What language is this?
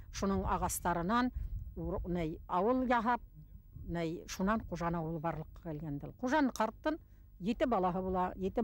Bashkir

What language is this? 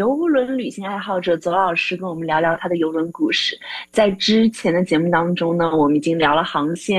Chinese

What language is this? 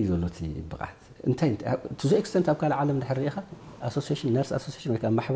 Tigrinya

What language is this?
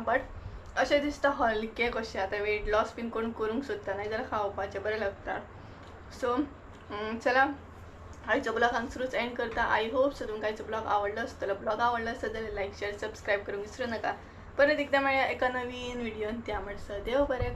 Konkani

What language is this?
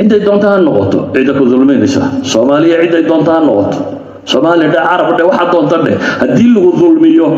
Somali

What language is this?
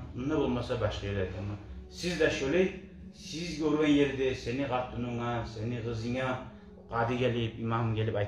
Kumyk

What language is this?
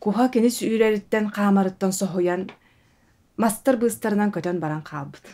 Yakut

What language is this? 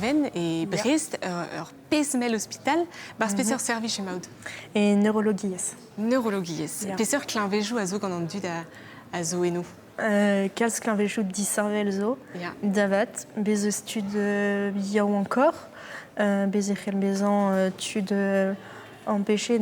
Breton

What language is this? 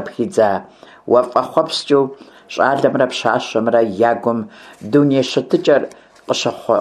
Kabardian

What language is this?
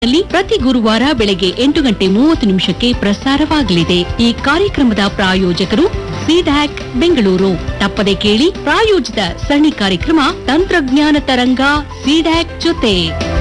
Kannada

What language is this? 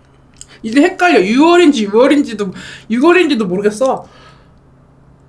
Korean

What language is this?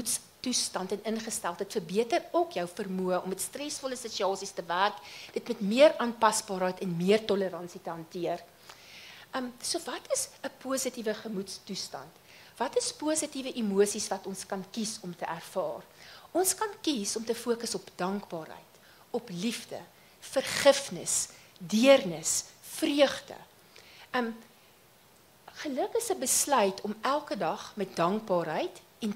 Afrikaans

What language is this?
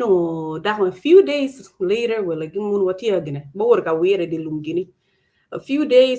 Acoli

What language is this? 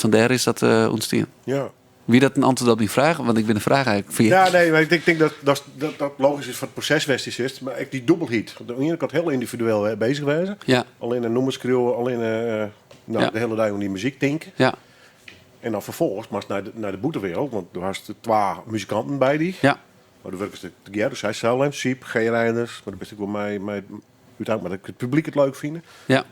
Western Frisian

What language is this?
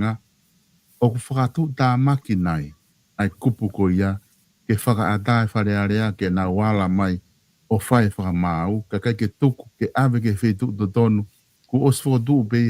Tongan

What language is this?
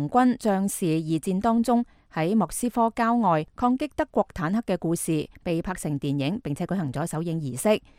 Cantonese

